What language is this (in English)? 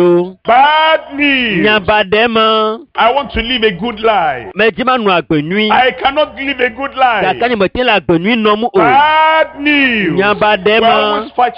Ewe